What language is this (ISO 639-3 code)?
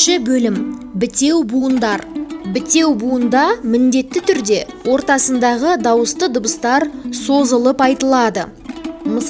kaz